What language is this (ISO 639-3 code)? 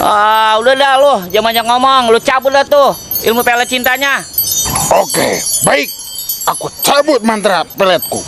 bew